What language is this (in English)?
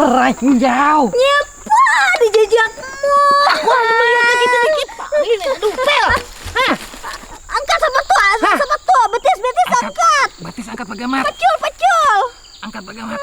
Banjar